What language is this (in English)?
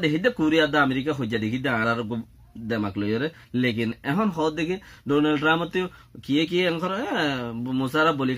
Rohingya